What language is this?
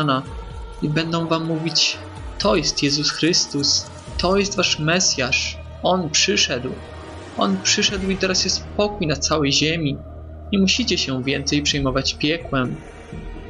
Polish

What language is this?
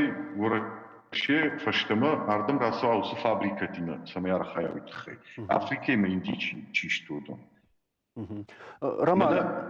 Ossetic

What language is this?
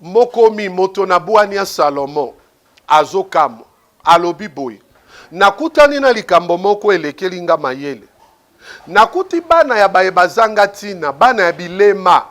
Lingala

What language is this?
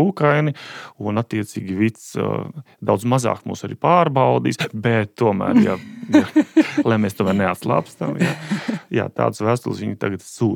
Latvian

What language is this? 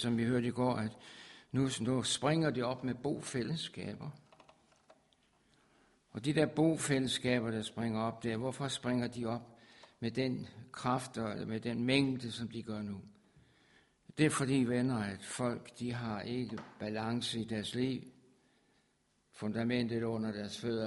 Danish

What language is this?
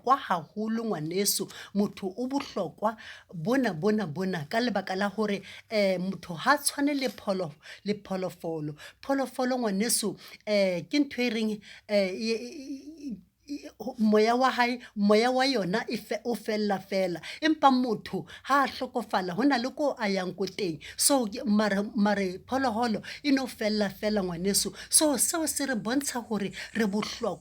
Southern Sotho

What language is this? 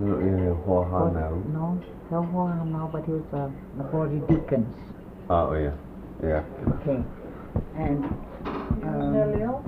Hawaiian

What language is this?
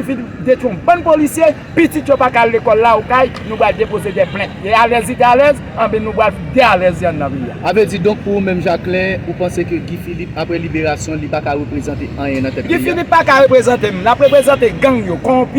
Haitian Creole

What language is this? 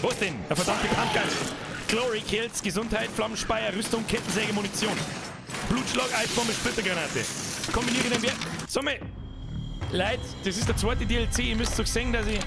Bavarian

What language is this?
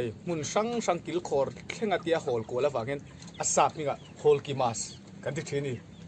Mizo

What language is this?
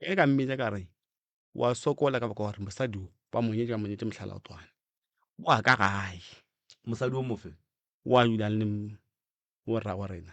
Northern Sotho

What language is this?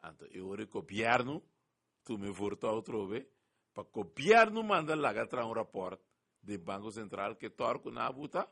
Papiamento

